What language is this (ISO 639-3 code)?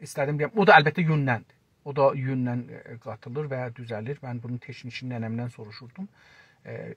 azb